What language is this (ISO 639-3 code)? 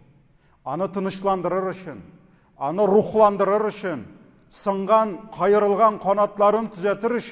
tat